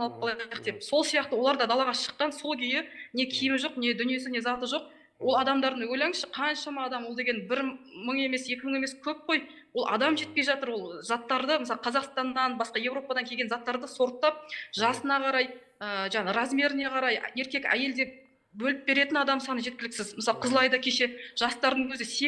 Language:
Kazakh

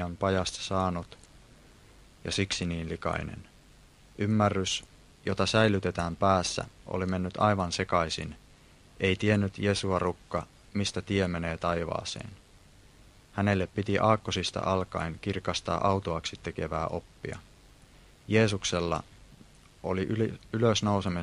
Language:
Finnish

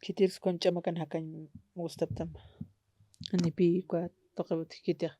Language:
Aymara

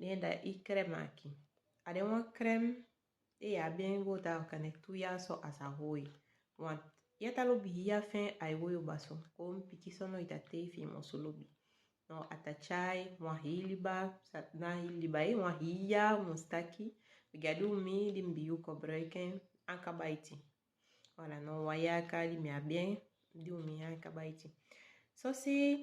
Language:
Saramaccan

